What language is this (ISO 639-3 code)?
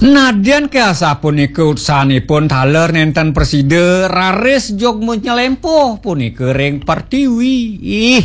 ban